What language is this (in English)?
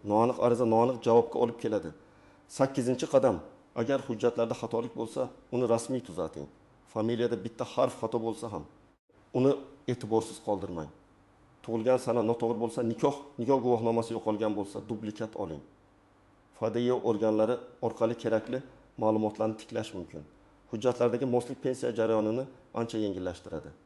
Uzbek